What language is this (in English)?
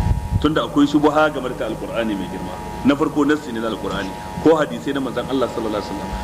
Hausa